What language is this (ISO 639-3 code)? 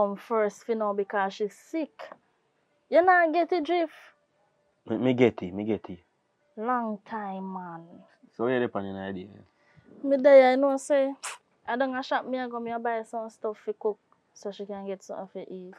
jam